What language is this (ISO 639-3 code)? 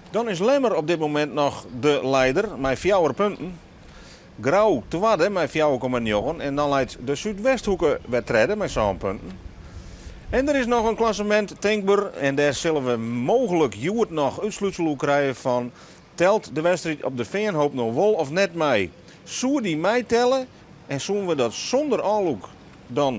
fry